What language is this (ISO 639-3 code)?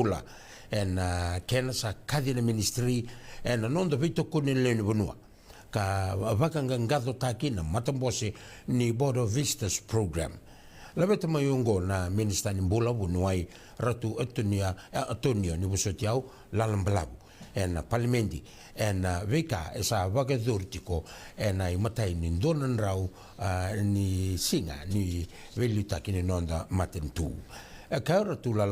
fij